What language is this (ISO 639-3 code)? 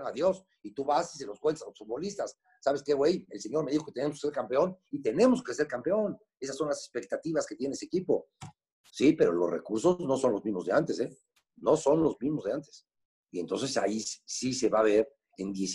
spa